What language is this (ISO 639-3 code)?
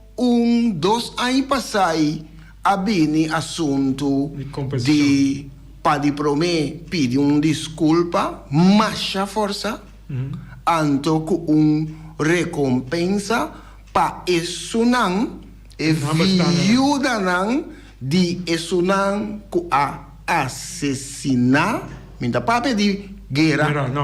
pap